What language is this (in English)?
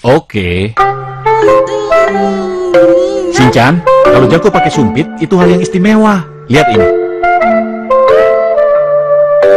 Indonesian